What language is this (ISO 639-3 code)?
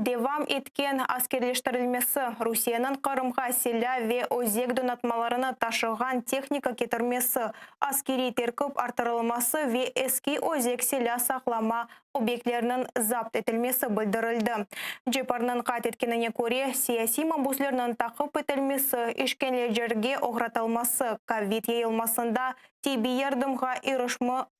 crh